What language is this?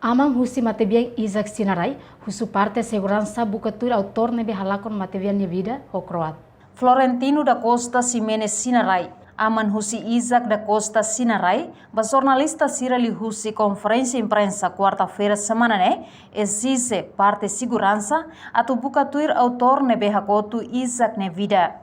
Tetum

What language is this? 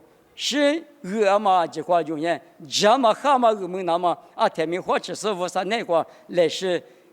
Lisu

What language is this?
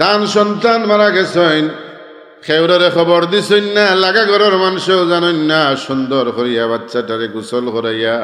Sylheti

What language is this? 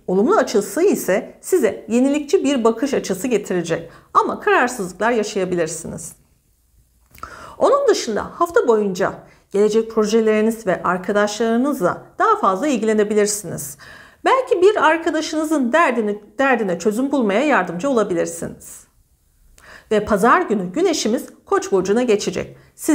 Turkish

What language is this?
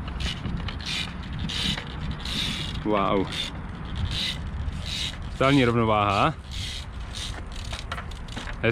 Czech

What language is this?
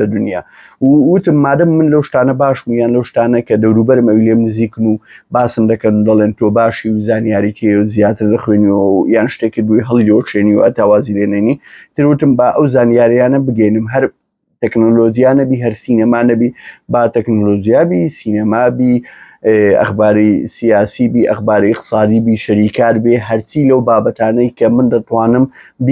Central Kurdish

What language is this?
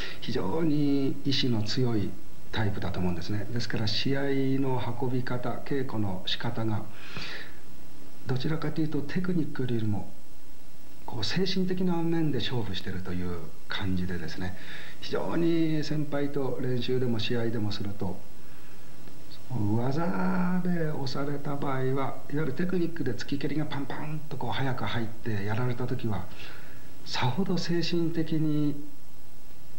Japanese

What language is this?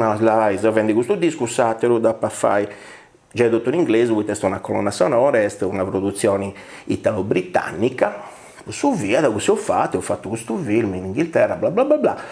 Sardinian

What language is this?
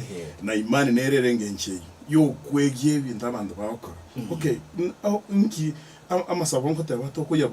Gusii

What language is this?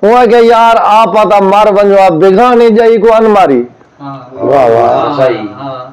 Saraiki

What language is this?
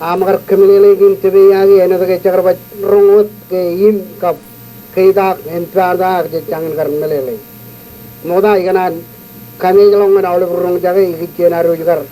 Marshallese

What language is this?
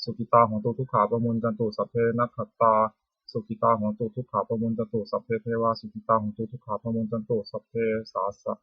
Pali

